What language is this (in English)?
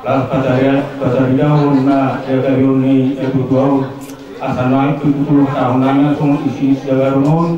Batak Toba